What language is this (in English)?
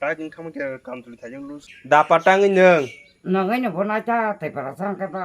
Kok Borok